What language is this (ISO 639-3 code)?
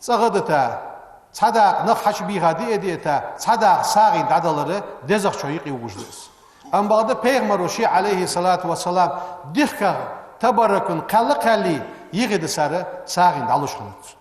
inh